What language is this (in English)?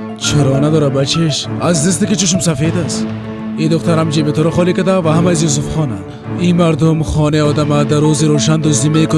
Persian